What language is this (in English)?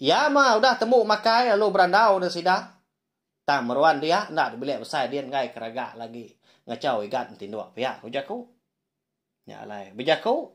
Iban